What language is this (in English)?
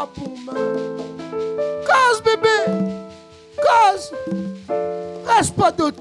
Réunion Creole French